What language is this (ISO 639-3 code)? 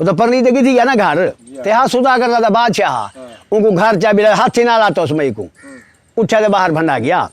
skr